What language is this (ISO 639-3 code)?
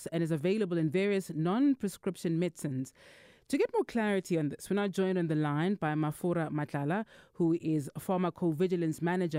eng